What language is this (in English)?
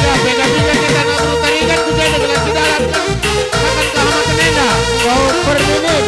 Batak Karo